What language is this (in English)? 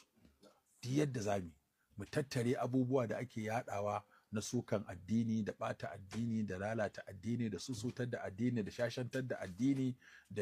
Hausa